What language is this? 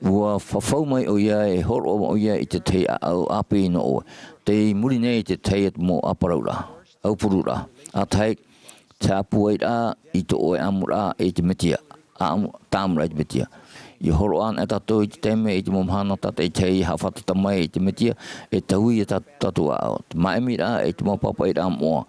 Tahitian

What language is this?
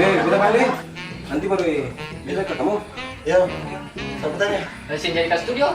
Ambonese Malay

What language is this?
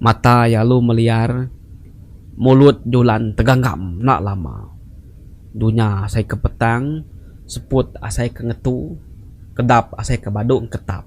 Iban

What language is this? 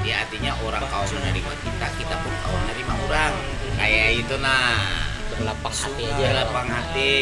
Banjar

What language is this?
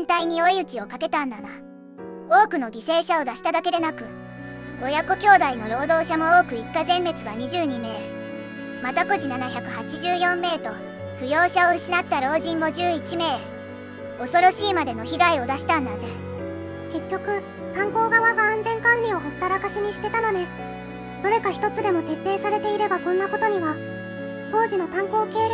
Japanese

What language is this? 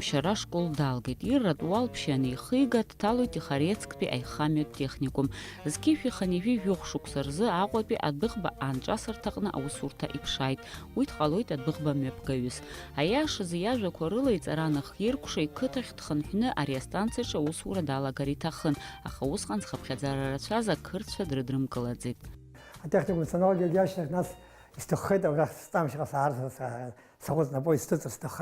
Abkhazian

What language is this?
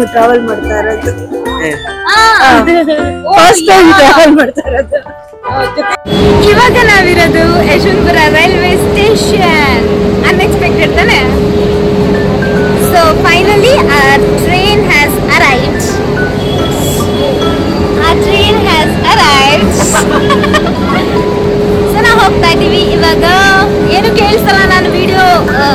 Kannada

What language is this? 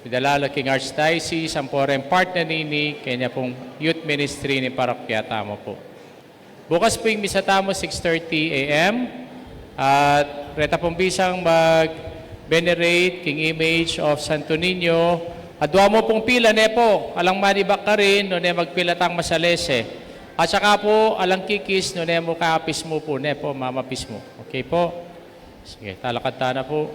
Pampanga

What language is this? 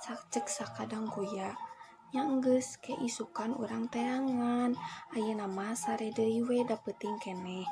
Sundanese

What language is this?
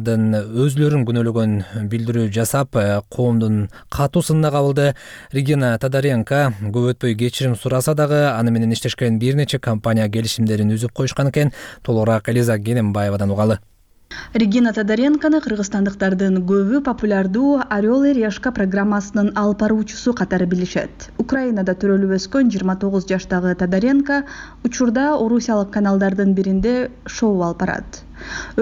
Kyrgyz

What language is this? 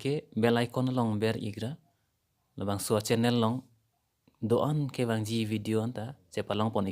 Karbi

